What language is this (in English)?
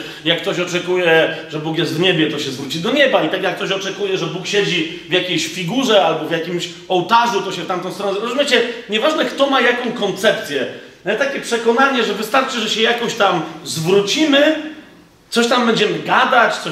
Polish